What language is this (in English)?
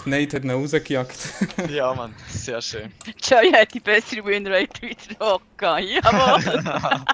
Swiss German